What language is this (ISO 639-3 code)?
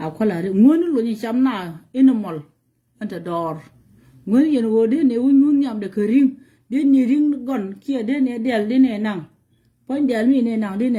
nus